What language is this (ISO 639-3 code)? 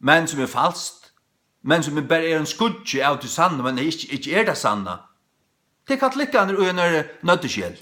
fao